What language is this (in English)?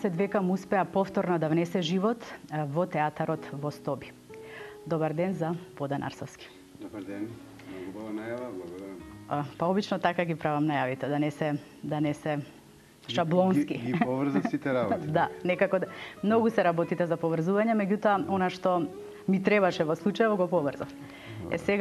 Macedonian